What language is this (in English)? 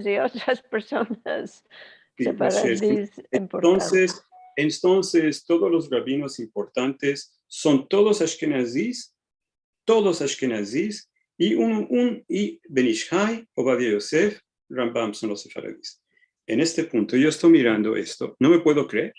Ladino